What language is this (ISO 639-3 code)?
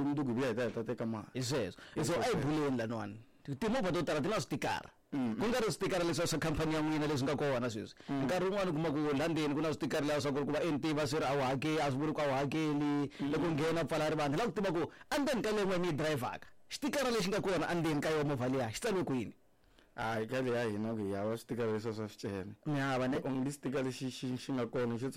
tso